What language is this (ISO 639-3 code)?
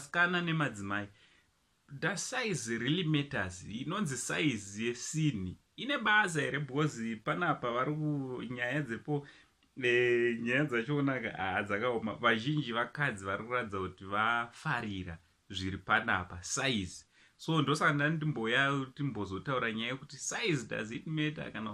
sna